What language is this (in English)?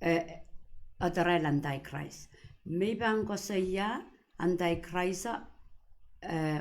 Pohnpeian